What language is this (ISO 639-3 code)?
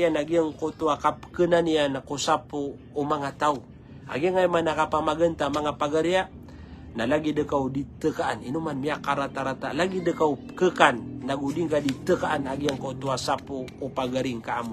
mrw